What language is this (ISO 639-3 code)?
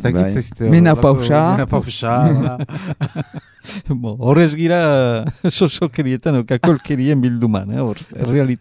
eus